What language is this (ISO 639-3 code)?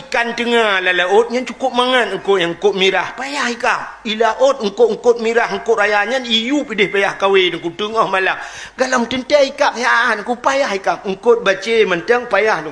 ace